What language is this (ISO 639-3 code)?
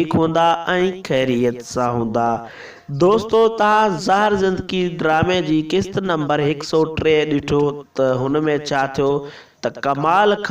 snd